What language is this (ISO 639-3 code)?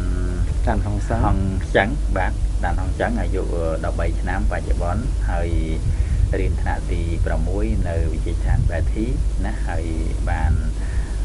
khm